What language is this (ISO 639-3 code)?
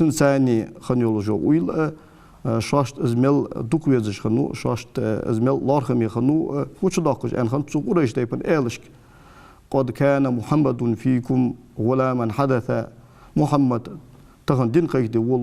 inh